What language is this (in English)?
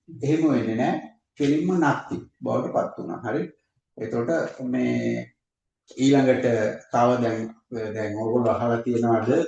Sinhala